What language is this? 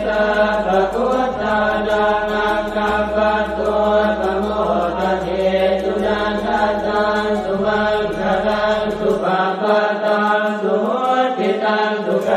Pali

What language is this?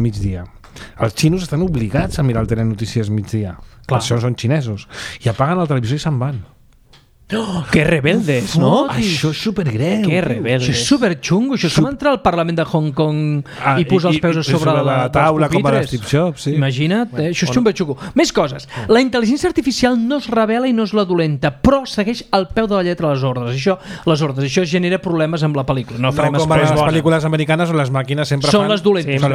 Catalan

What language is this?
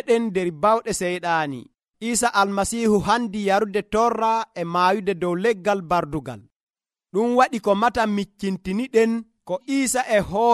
Nigerian Fulfulde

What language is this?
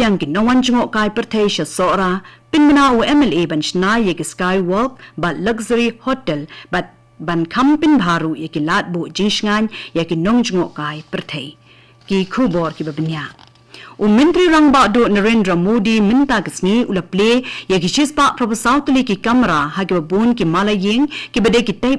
Khasi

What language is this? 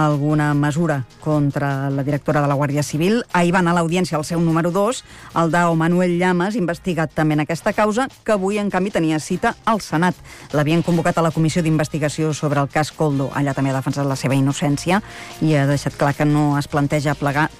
Catalan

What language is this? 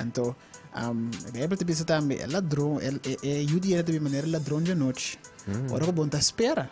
Papiamento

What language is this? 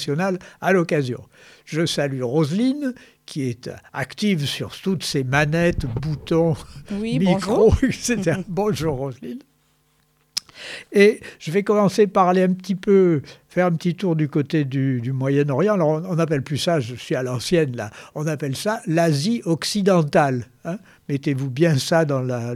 French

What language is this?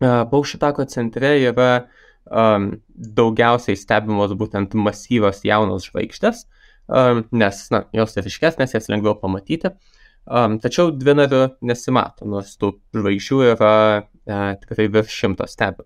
Lithuanian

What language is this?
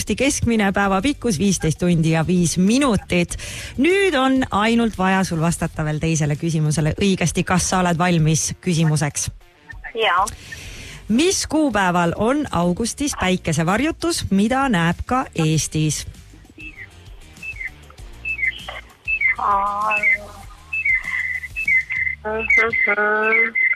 Estonian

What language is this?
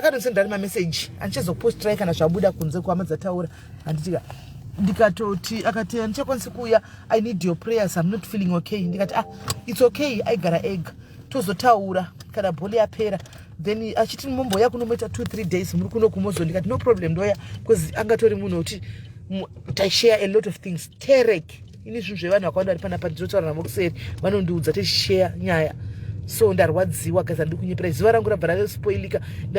Shona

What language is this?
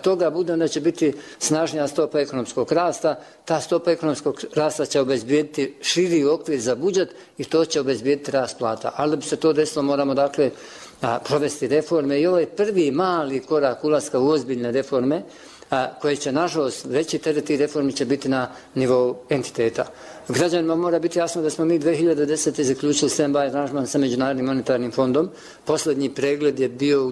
Bosnian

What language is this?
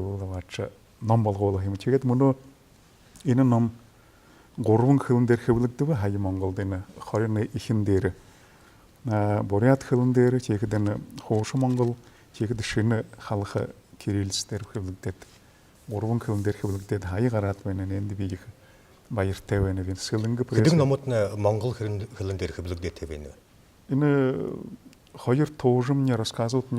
Buriat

